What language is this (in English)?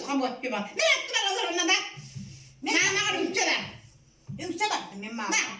Yakut